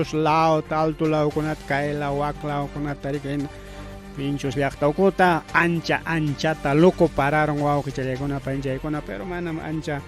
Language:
Ayacucho Quechua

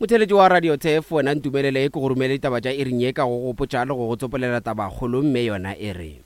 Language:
Northern Sotho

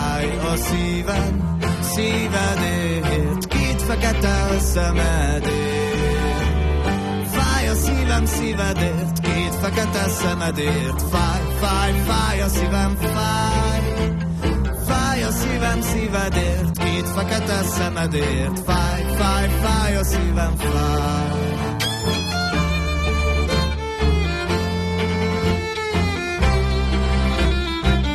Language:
Hungarian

